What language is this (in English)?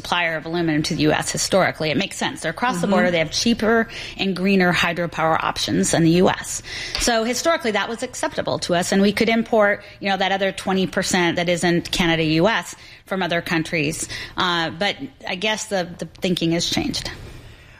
English